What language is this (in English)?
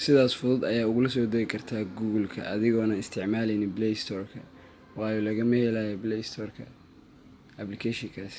Somali